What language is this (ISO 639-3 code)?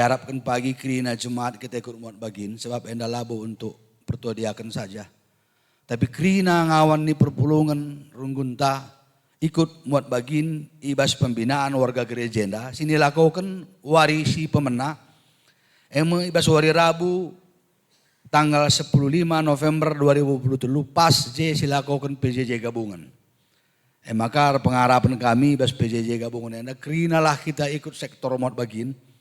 btx